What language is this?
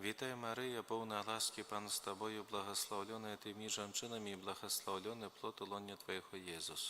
Belarusian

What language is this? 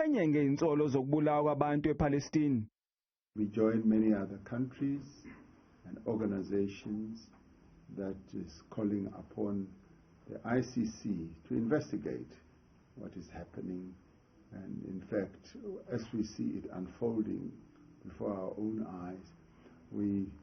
Zulu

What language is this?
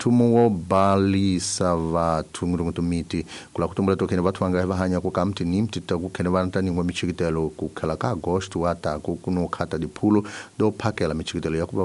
Tsonga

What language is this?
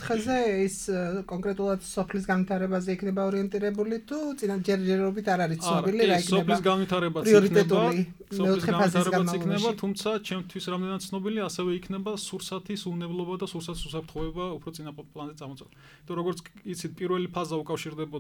Georgian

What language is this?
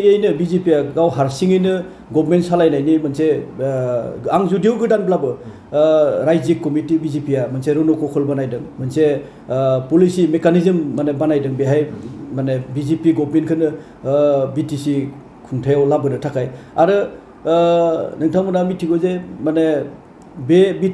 Bodo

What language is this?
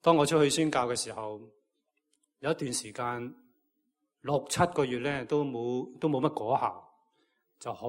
Cantonese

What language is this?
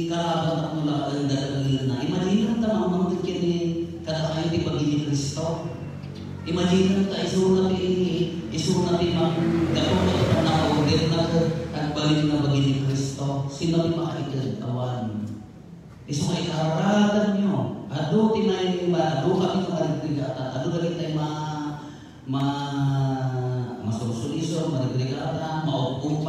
Iloko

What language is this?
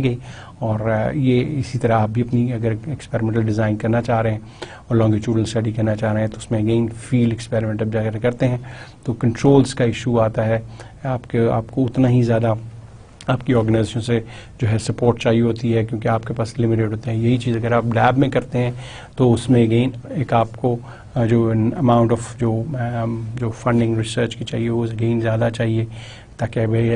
Urdu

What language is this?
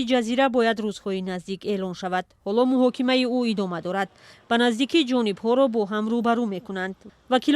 Tajik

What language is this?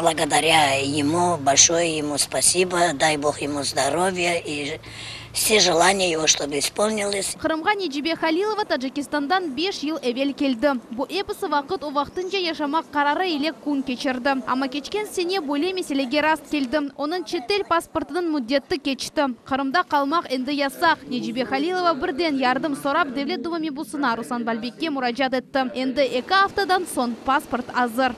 Crimean Tatar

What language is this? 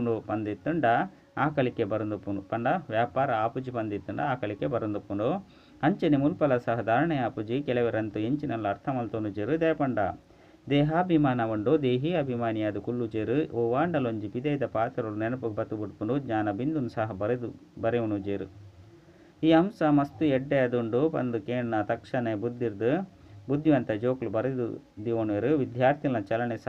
Tulu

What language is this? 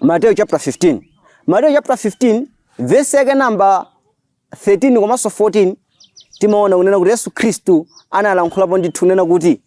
Nyanja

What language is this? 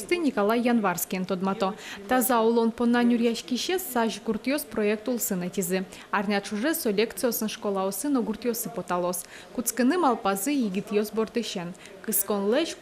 Udmurt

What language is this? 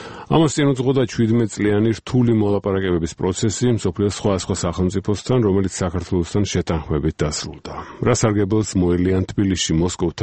Georgian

